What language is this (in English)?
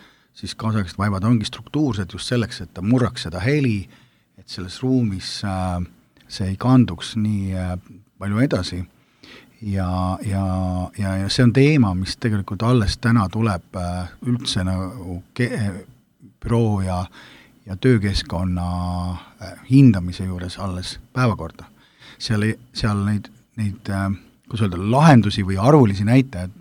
Estonian